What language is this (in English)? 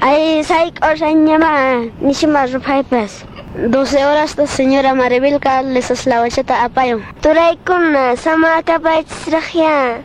Quechua